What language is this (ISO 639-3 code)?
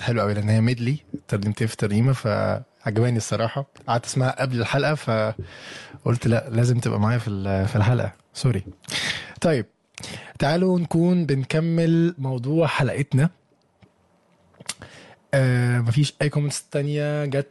arz